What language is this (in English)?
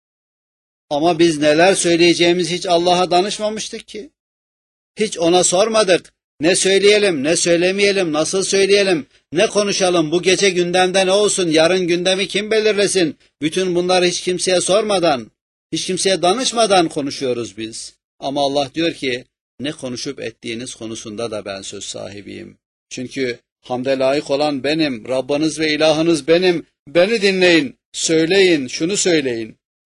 Turkish